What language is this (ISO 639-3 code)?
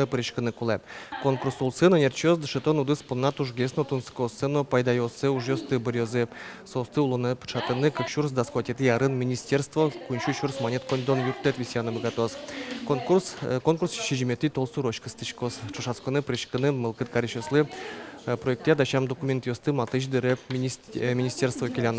udm